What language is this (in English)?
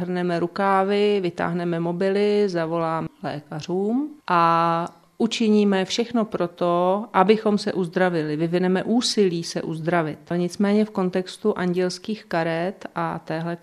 Czech